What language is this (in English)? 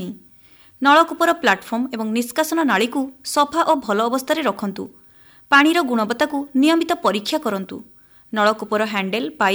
Odia